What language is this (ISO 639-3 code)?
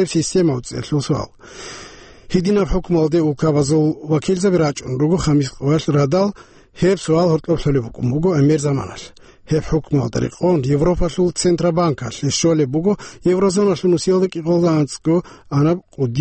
ava